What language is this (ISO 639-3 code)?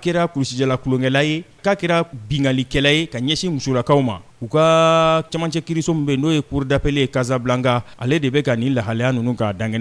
bam